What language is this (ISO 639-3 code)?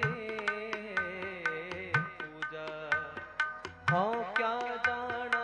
hin